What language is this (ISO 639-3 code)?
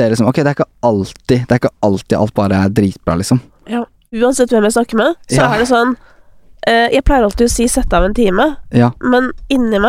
nor